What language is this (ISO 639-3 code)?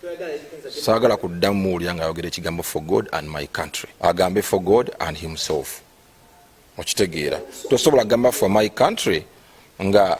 lug